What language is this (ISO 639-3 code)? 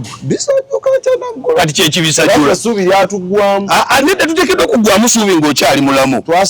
lug